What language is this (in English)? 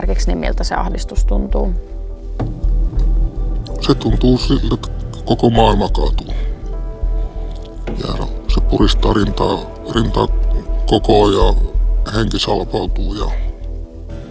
Finnish